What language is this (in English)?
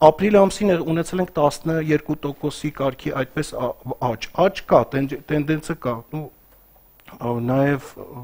Armenian